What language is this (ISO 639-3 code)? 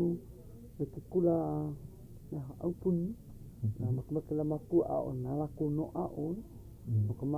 haw